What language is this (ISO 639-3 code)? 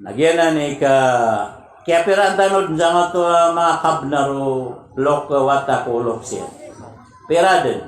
mrw